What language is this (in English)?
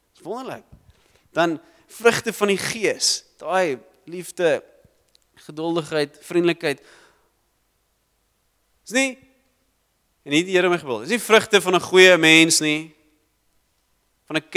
Afrikaans